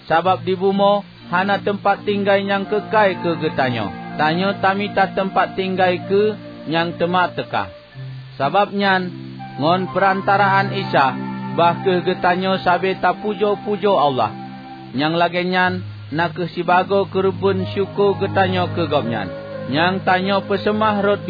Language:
Achinese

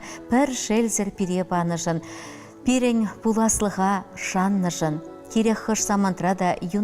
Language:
Chuvash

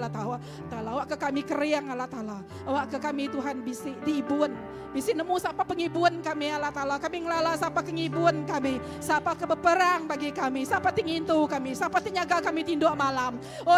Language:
Iban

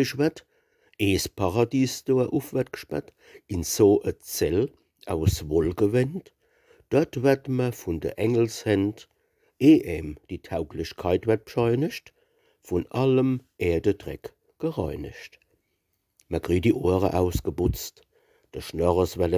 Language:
Palatine German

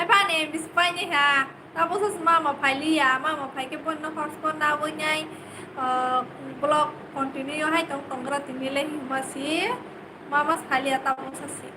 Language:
Kok Borok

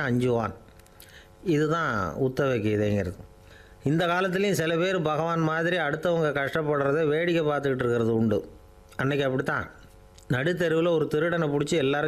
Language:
Tamil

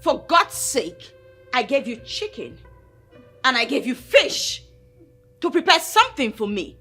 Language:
Nigerian Pidgin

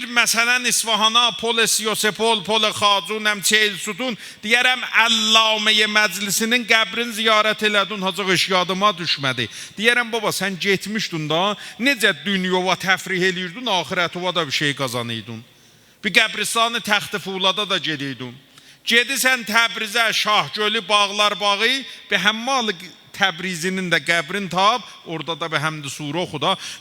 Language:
South Azerbaijani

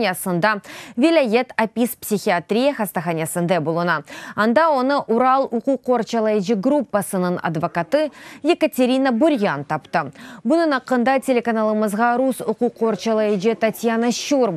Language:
Crimean Tatar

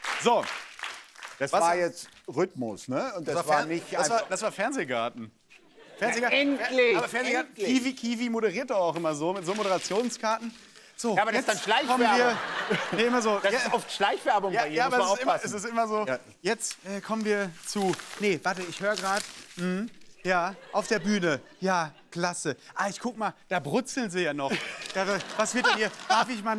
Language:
German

